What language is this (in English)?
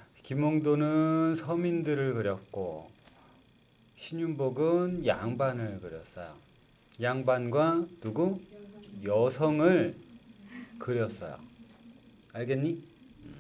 Korean